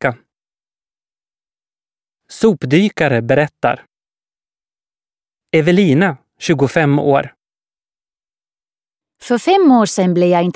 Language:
Swedish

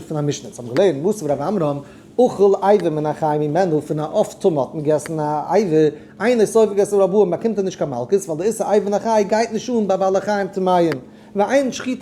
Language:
Yiddish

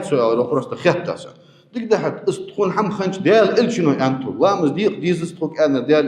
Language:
Ingush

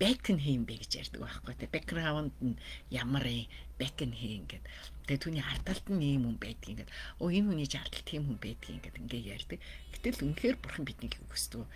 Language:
Mongolian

